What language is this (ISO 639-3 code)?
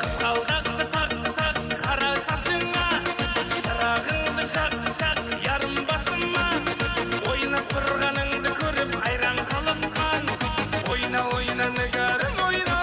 kaa